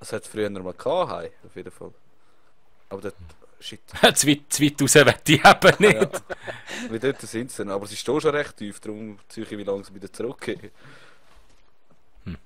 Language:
Swiss German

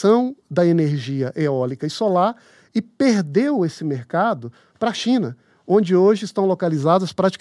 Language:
Portuguese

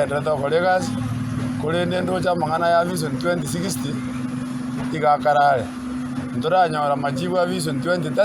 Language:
Gusii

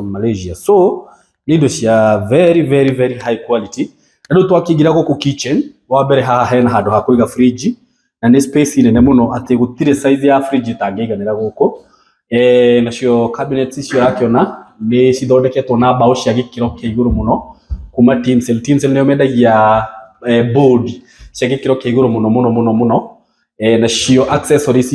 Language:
Kikuyu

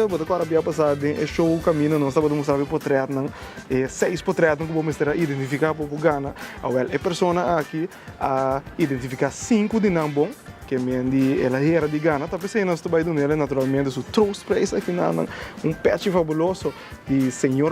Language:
Papiamento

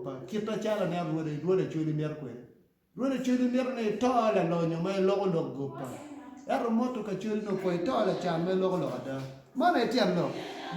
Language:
Acoli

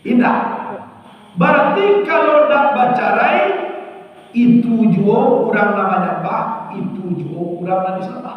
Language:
Minangkabau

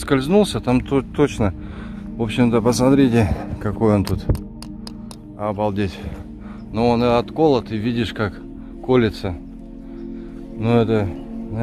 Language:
Russian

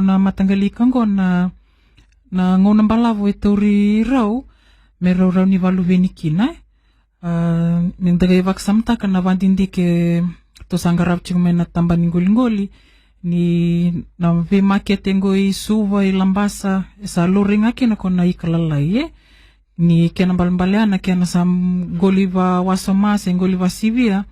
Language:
Fijian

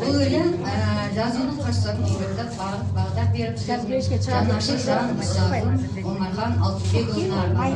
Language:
Kazakh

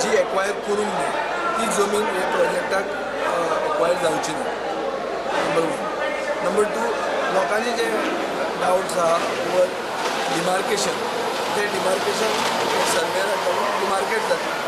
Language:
Konkani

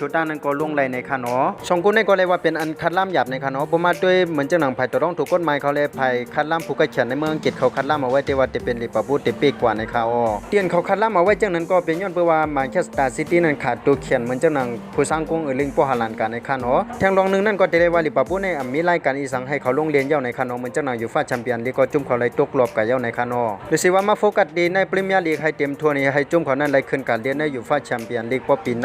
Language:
Shan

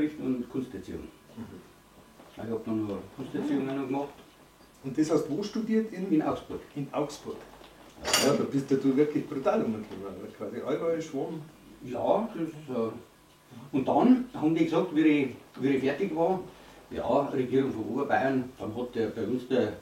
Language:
Bavarian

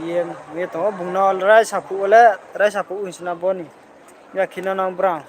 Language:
Riang (India)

